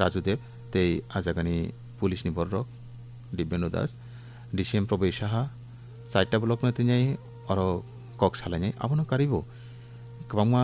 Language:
Kok Borok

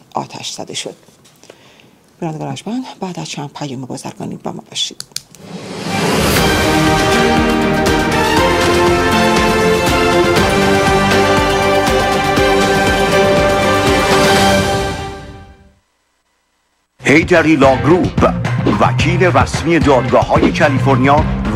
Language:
Persian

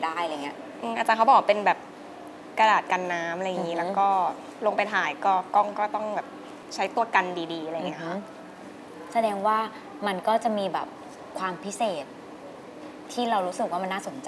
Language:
Thai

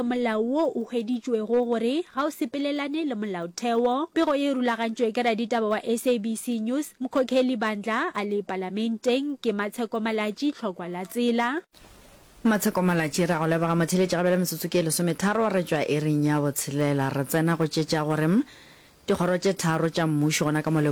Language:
Northern Sotho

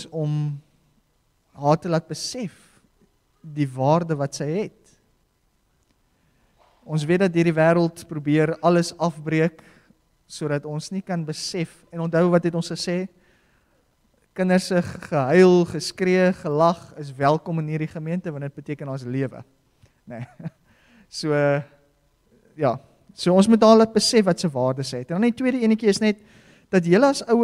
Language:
Afrikaans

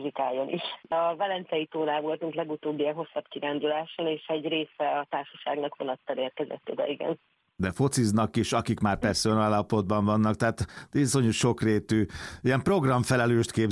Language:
Hungarian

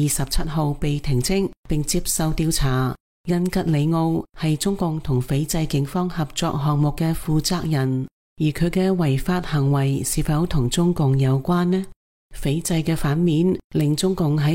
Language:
Cantonese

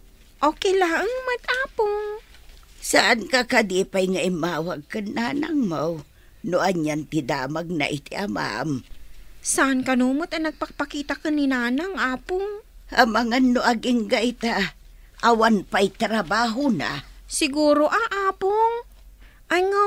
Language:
Iloko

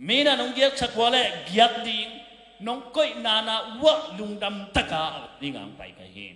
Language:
Tedim Chin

